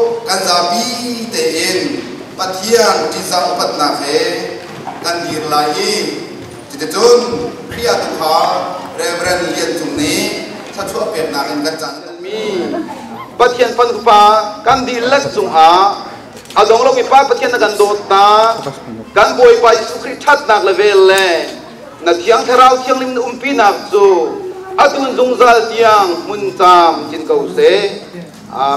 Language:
Hakha Chin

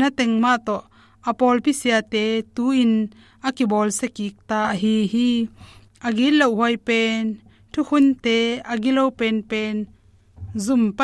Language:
Tedim Chin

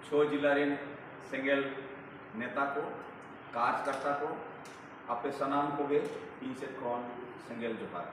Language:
Santali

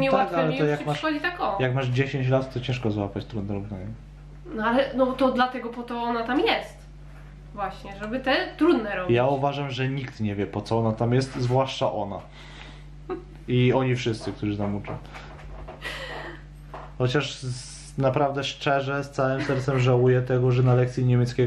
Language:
Polish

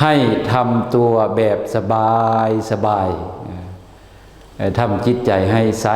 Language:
Lao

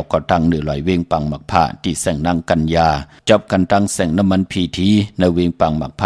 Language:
Shan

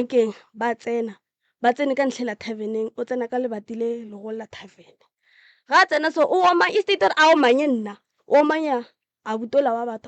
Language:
Northern Sotho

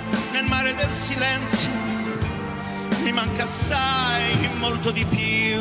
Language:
Italian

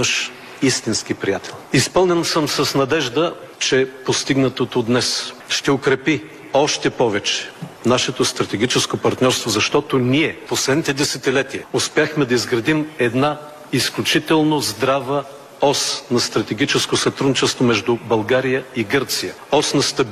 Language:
Bulgarian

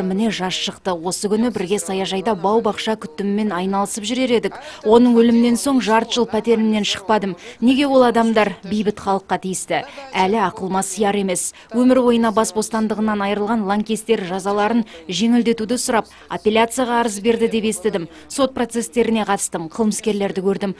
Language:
Kazakh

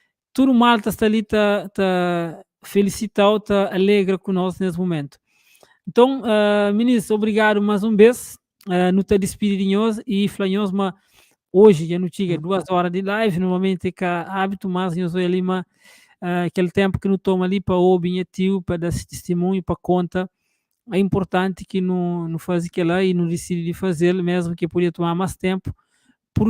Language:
Kabuverdianu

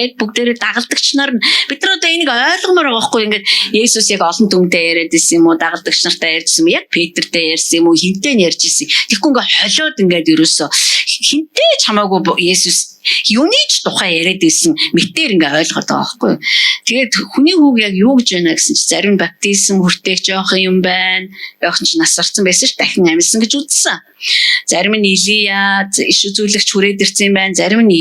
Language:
Mongolian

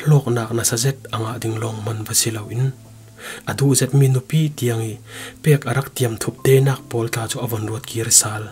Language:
Falam Chin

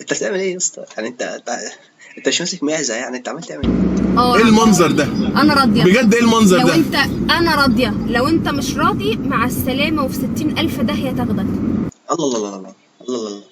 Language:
Egyptian Arabic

